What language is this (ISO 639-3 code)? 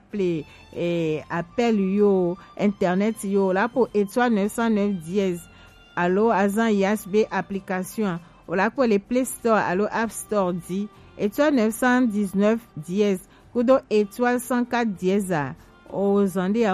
gej